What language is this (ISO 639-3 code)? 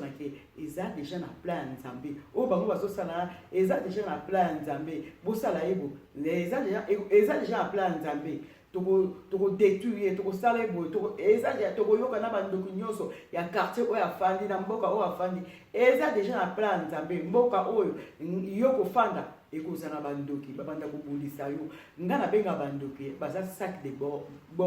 lin